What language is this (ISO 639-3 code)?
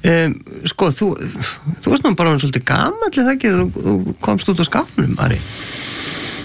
isl